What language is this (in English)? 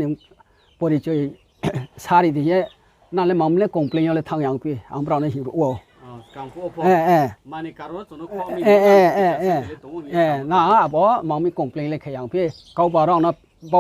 Riang (India)